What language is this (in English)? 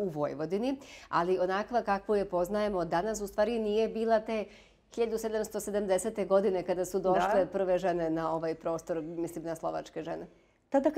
Serbian